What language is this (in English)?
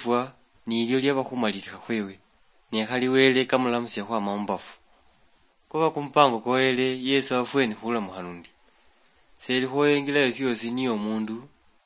Luyia